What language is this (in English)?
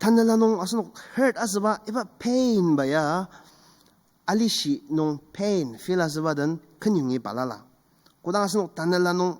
Ao Naga